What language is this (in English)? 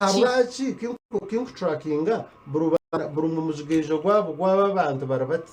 Nyankole